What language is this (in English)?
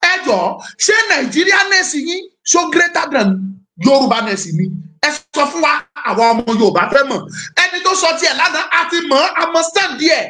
Yoruba